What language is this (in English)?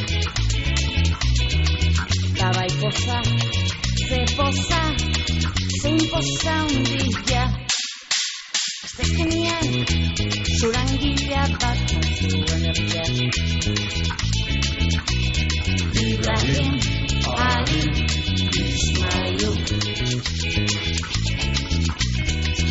Basque